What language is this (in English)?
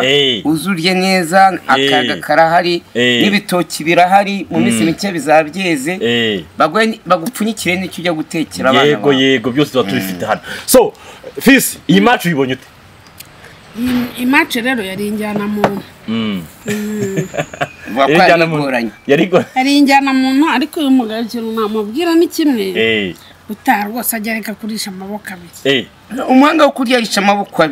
Kinyarwanda